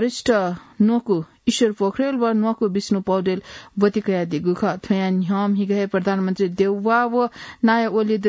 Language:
Newari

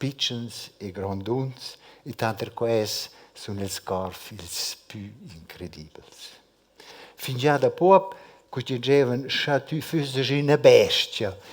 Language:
Romansh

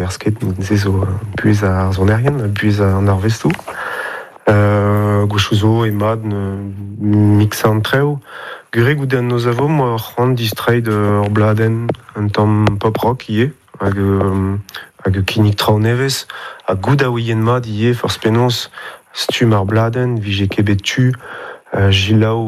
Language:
Breton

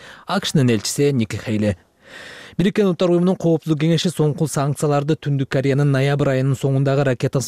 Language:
Kyrgyz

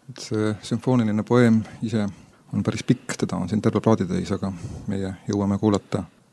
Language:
Estonian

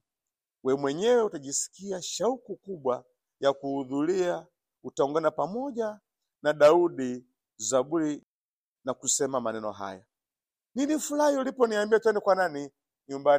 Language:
Swahili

